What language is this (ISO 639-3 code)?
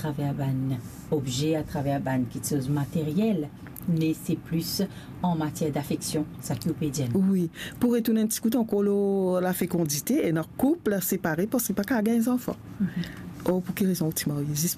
mfe